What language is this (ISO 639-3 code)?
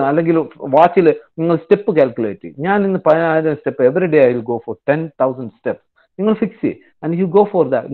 mal